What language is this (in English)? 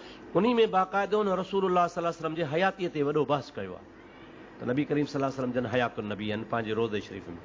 Sindhi